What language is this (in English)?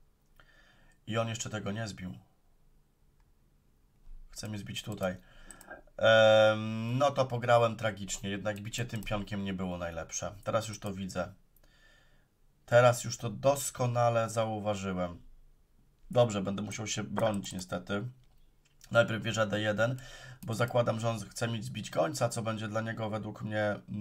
Polish